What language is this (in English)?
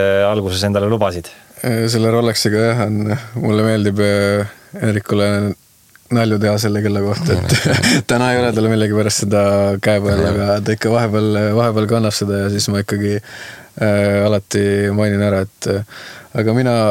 Estonian